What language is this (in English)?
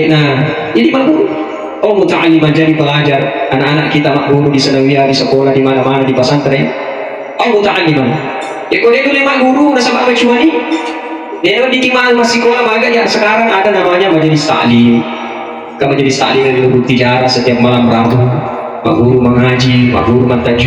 Buginese